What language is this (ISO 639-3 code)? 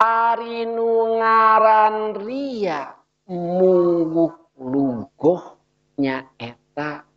sun